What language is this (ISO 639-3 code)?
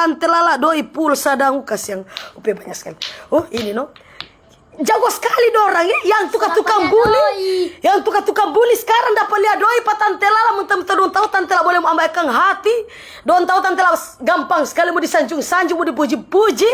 xmm